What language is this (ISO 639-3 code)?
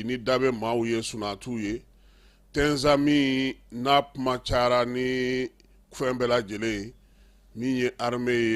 bam